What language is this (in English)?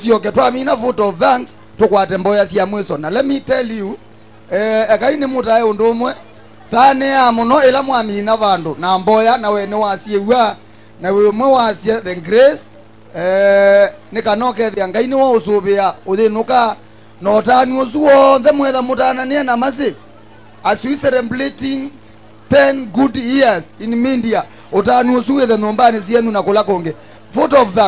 Kamba